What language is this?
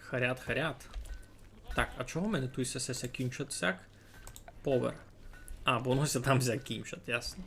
Rusyn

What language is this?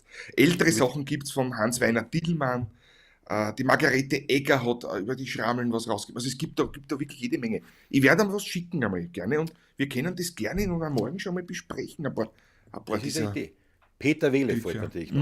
Bavarian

